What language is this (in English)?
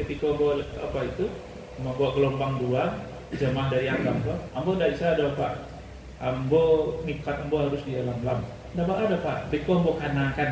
Minangkabau